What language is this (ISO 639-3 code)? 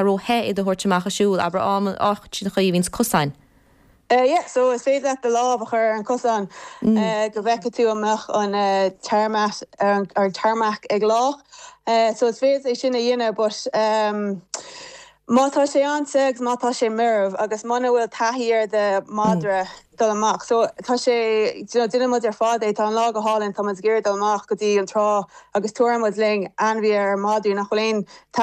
gle